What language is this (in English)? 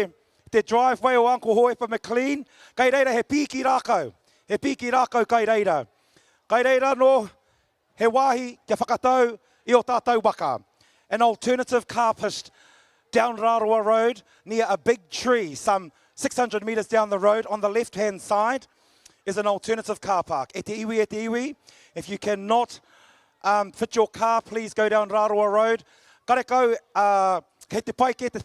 Māori